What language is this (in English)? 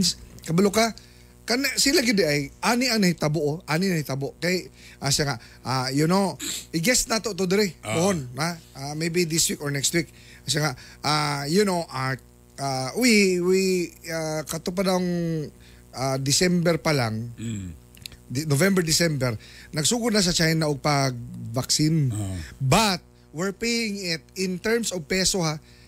Cebuano